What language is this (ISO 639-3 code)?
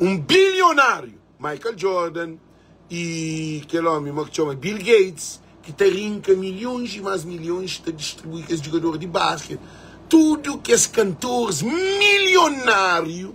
kea